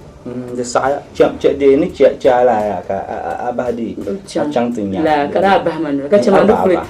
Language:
Dagbani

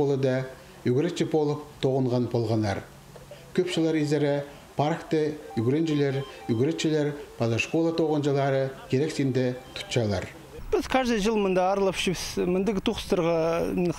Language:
Khakas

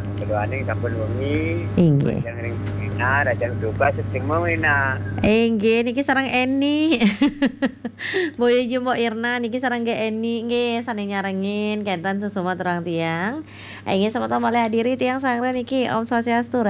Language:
Balinese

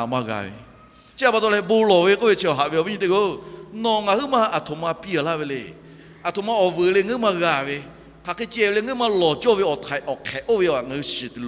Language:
Lahu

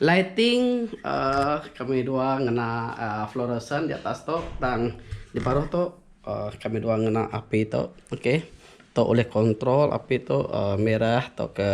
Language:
Iban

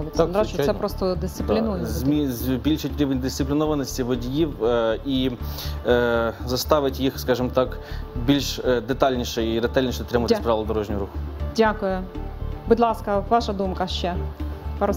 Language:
Ukrainian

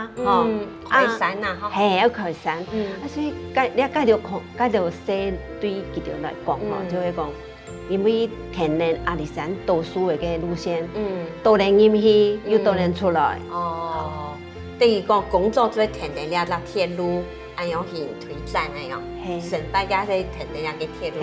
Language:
Hakka Chinese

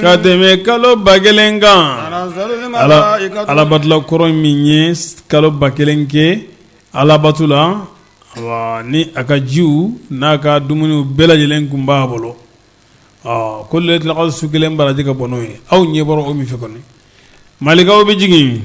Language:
Bambara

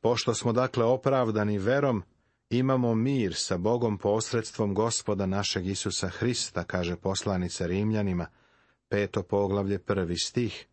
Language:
Serbian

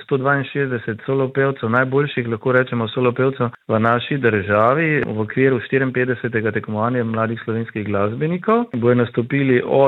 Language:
Slovenian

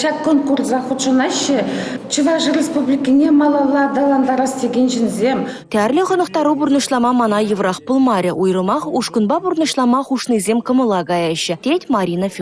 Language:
Chuvash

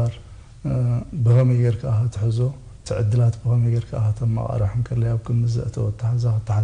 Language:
Tigrinya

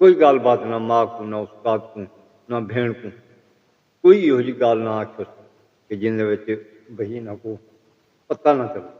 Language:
Saraiki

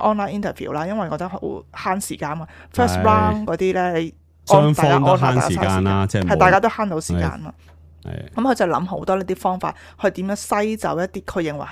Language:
Cantonese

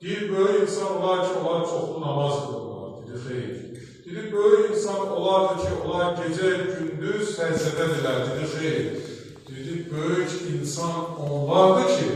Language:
Azerbaijani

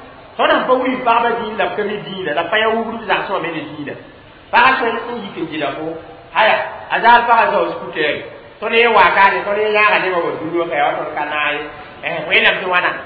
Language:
Mossi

